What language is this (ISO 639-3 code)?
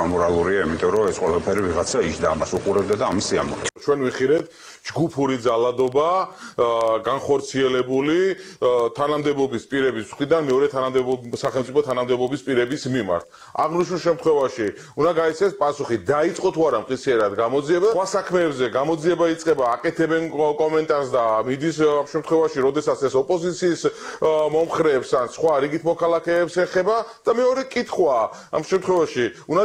kat